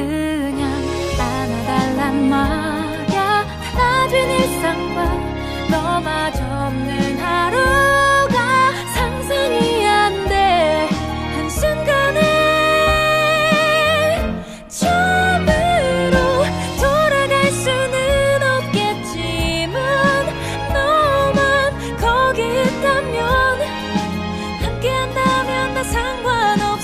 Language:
Korean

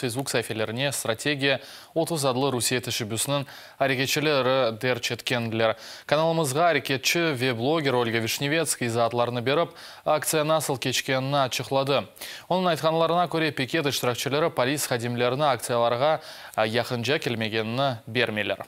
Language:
Crimean Tatar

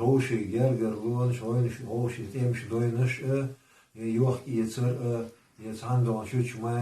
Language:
Chechen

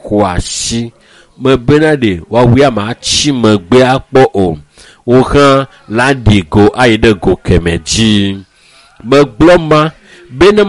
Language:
Ewe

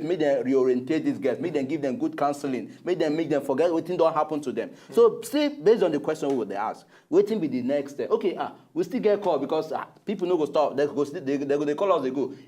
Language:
Nigerian Pidgin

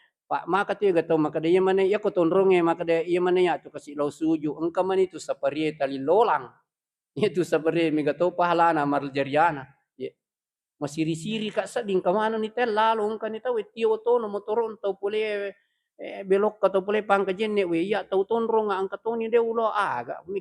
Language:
Buginese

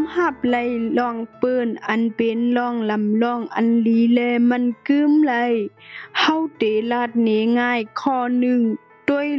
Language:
Shan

